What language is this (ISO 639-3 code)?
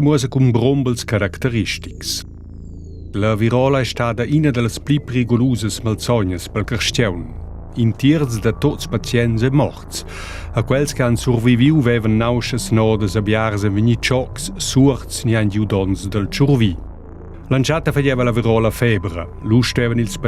roh